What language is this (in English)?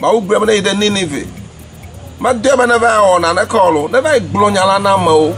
Ewe